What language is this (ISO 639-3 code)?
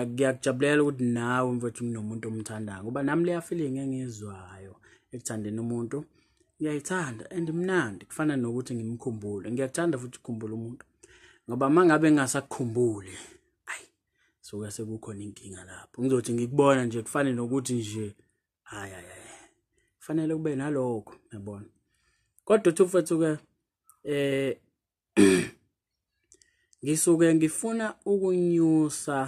zul